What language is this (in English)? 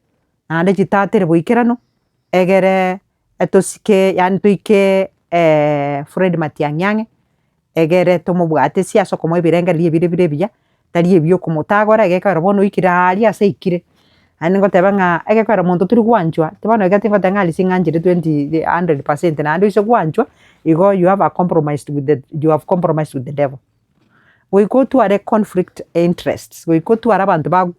Gusii